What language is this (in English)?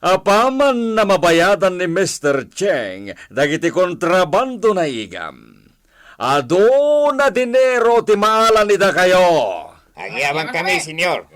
Iloko